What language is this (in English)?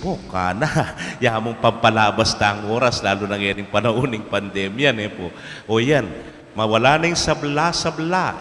Pampanga